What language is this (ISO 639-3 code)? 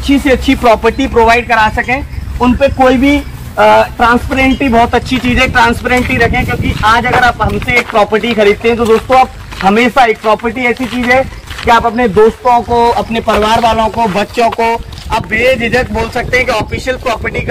hin